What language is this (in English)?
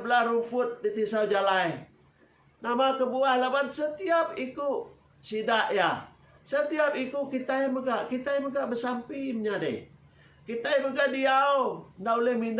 Iban